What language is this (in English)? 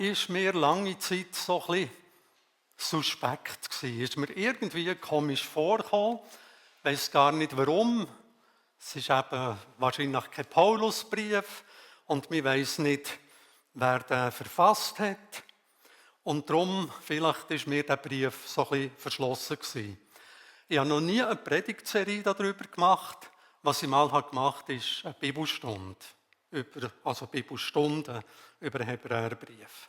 Swiss German